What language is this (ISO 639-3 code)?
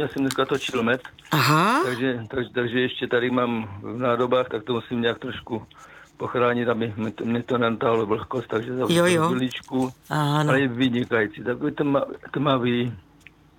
ces